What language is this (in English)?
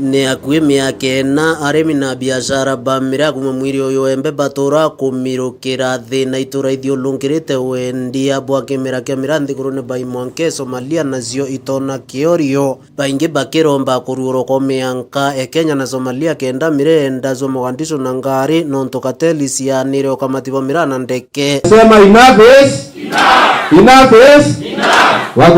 Meru